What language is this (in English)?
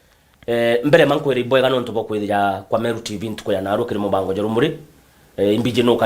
Meru